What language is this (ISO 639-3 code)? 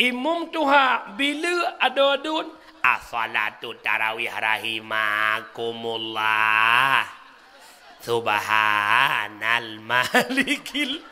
ace